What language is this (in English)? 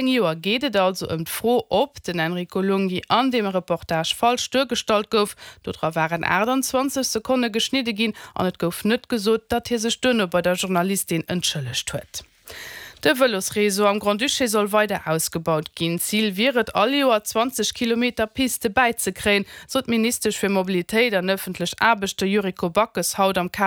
Luxembourgish